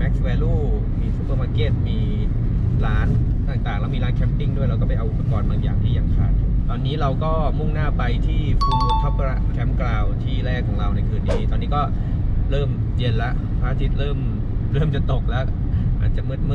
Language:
Thai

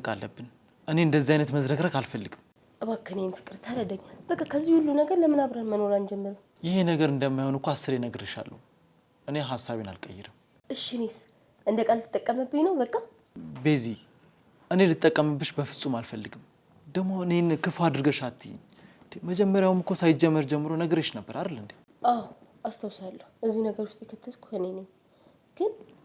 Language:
Amharic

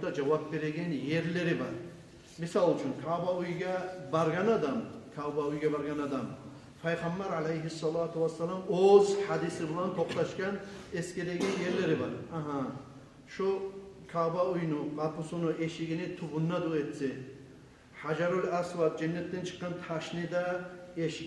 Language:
Kumyk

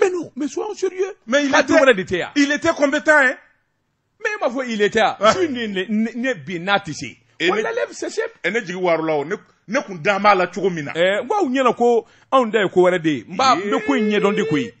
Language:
Bambara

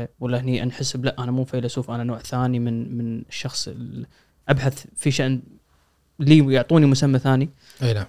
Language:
Gulf Arabic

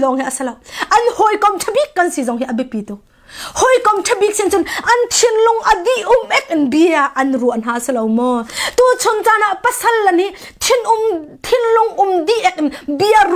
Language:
Hakha Chin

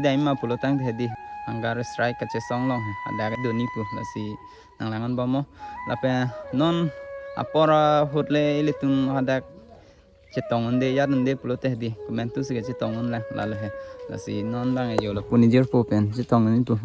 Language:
Karbi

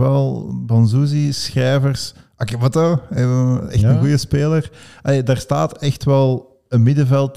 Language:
Dutch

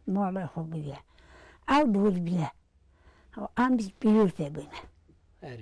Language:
Kurdish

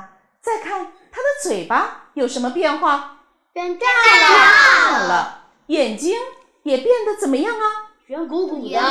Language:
Chinese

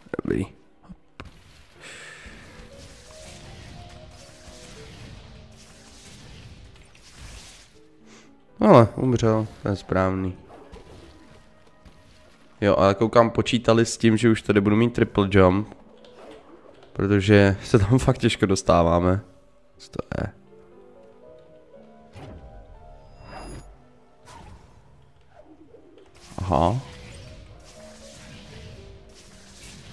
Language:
Czech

